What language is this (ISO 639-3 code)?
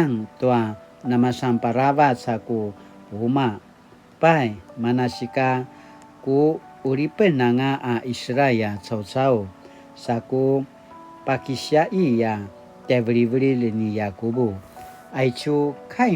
pwn